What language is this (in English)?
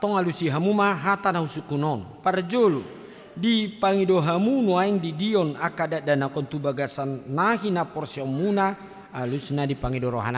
Batak Toba